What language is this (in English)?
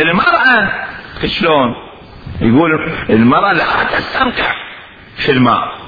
Mesopotamian Arabic